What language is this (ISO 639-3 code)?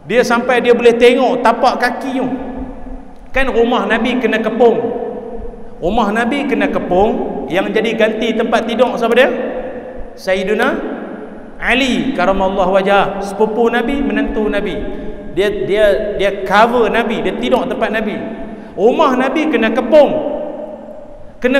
msa